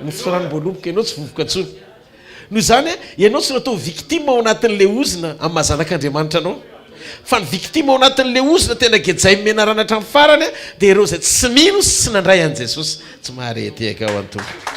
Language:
Malagasy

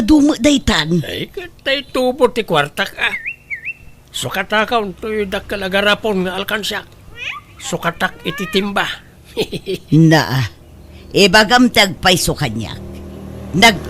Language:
Iloko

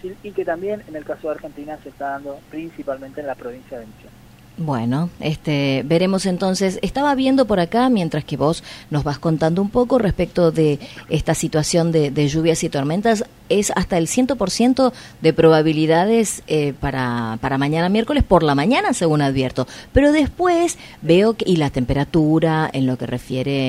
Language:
Spanish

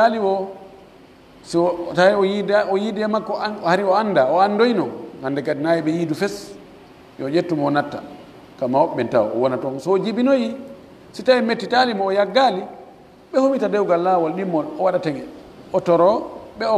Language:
Pular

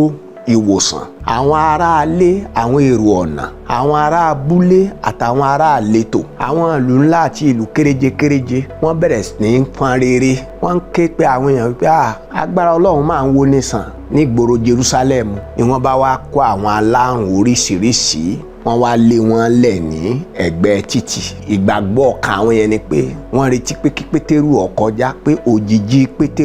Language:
Yoruba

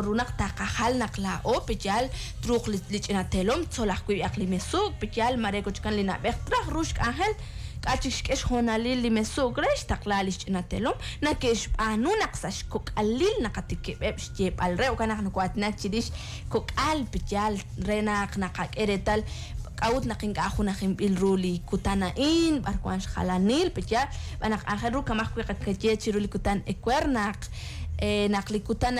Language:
Kekchí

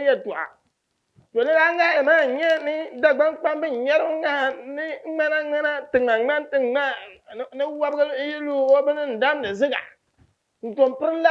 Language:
Dagbani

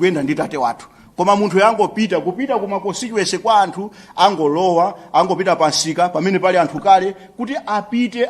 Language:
Nyanja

